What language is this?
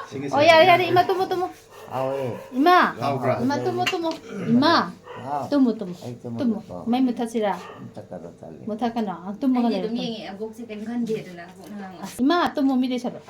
Manipuri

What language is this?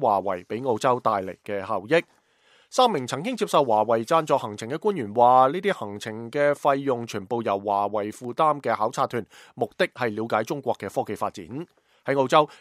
Cantonese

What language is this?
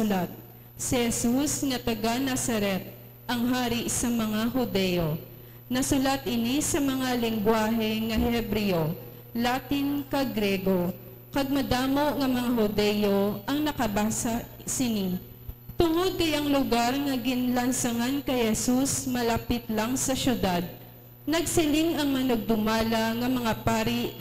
Hiligaynon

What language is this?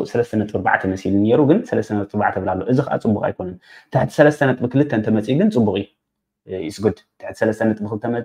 Tigrinya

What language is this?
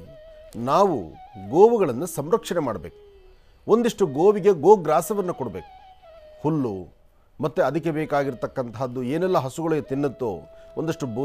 Kannada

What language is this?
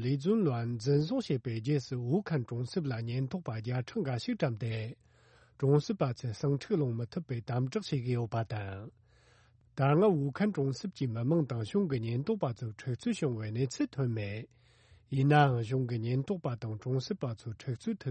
Tibetan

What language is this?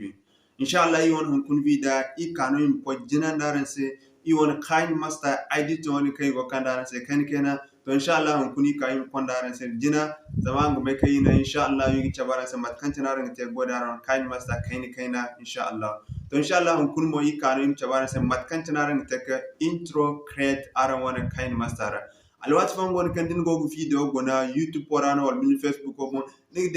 Zarma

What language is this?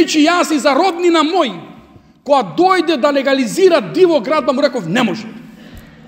Macedonian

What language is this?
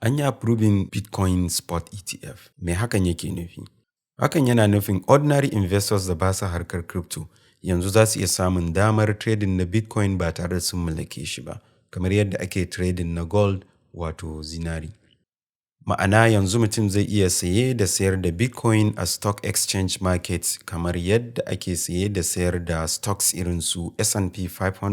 Hausa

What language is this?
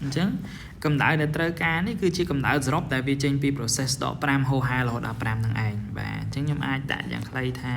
Khmer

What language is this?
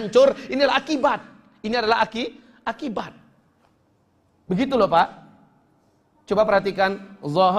Indonesian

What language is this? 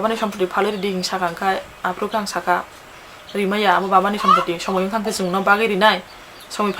Kok Borok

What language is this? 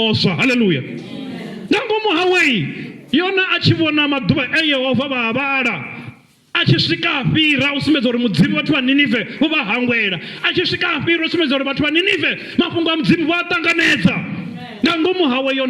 Venda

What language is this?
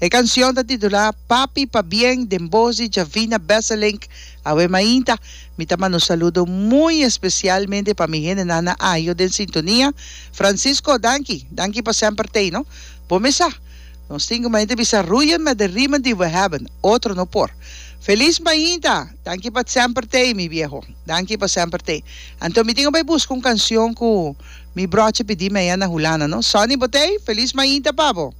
Papiamento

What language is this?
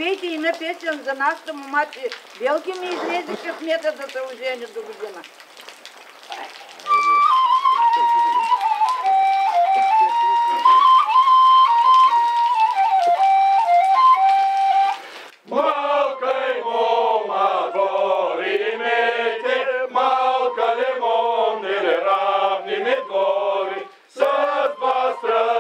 Bulgarian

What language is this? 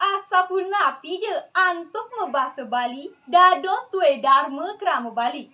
Balinese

